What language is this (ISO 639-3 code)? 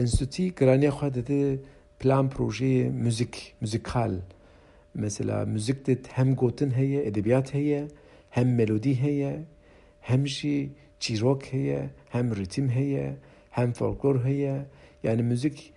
kur